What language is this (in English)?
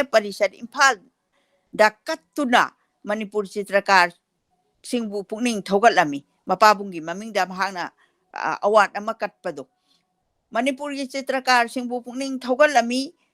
Manipuri